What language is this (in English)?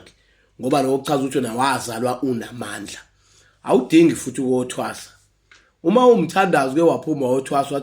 Zulu